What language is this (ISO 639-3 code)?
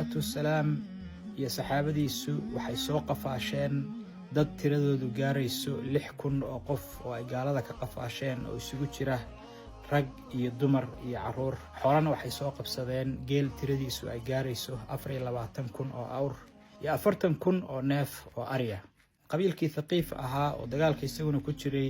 som